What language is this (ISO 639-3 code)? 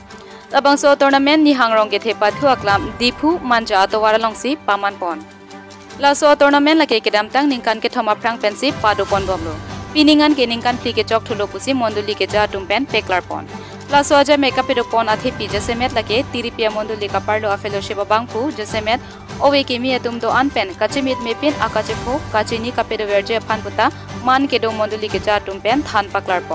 mjw